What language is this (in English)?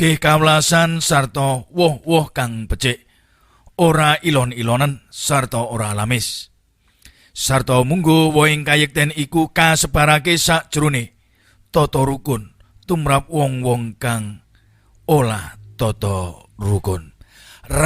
Javanese